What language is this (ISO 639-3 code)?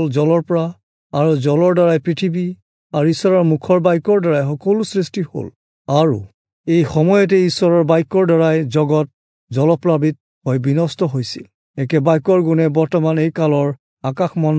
asm